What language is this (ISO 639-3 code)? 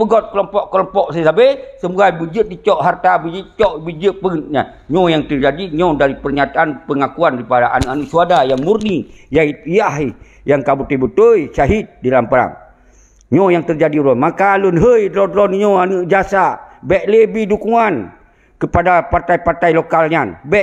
ace